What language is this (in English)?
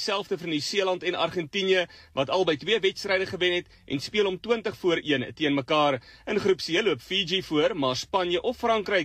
Afrikaans